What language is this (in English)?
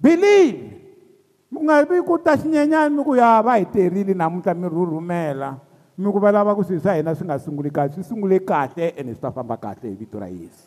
Tsonga